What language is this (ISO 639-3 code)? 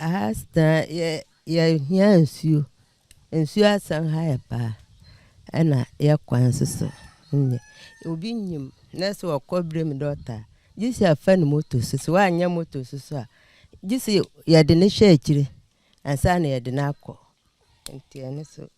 aka